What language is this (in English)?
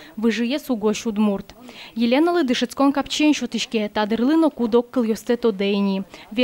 Udmurt